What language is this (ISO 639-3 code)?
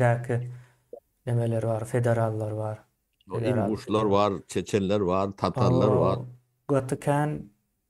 tuk